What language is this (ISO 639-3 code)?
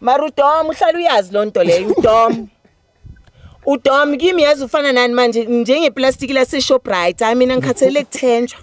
zul